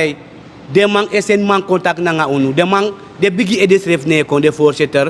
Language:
Sranan Tongo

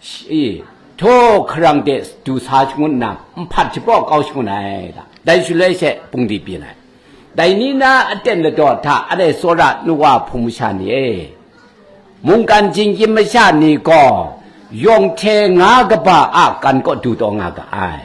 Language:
Kachin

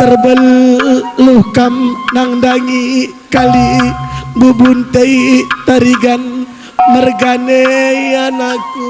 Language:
Batak Karo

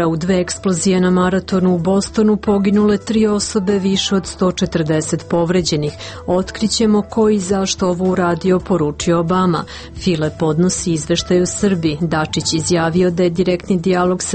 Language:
Serbian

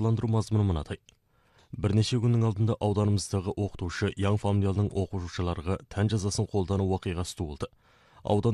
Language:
Kazakh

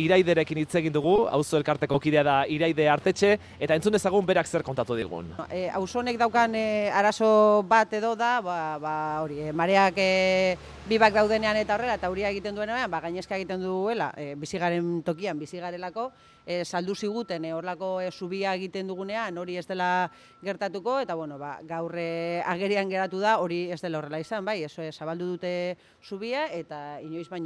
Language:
Basque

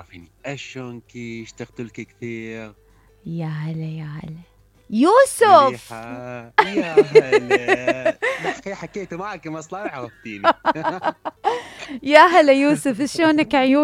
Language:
Mesopotamian Arabic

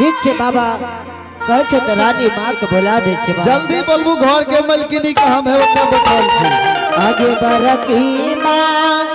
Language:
Angika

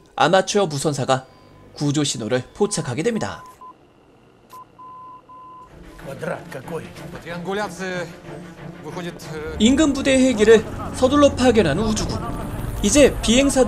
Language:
Korean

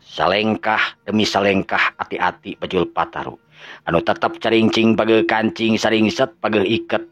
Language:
Sundanese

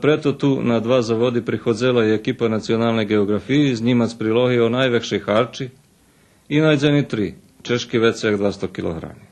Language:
Rusyn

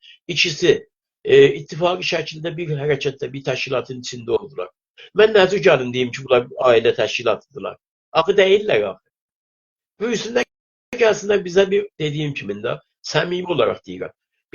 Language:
South Azerbaijani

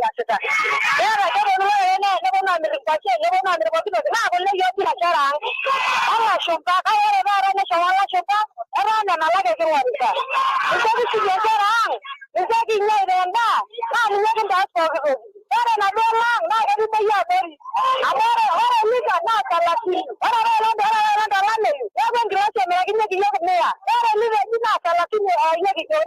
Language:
Masai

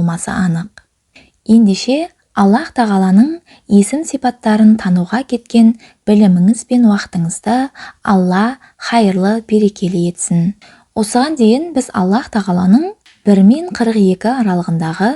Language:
Kazakh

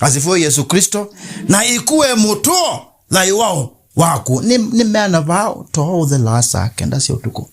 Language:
Kamba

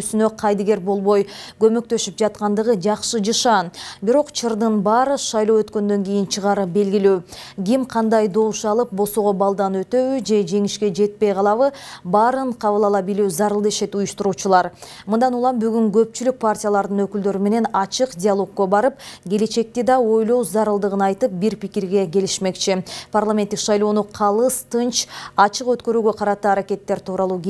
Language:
Kyrgyz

